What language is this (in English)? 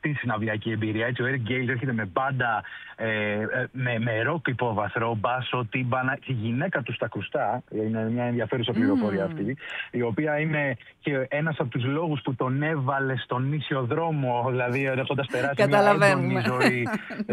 Greek